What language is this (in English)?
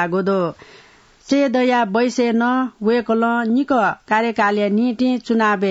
Newari